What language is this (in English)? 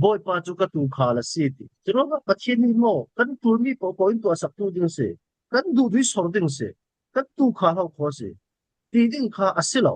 Falam Chin